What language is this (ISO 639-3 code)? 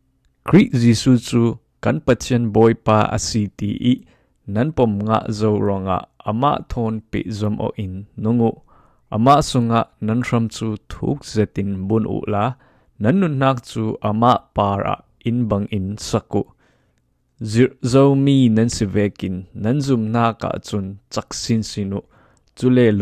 cfm